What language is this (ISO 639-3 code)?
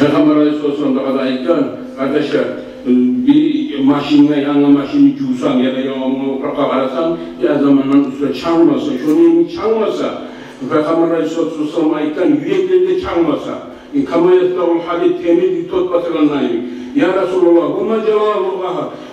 kum